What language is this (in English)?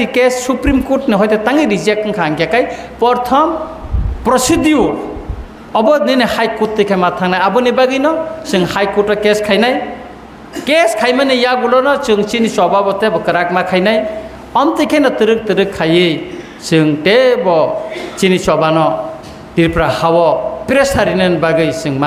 Kok Borok